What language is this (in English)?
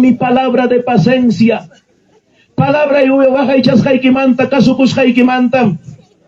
Ayacucho Quechua